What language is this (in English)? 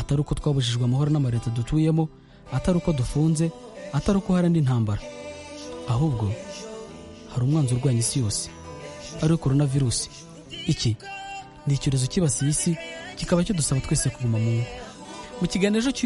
Kinyarwanda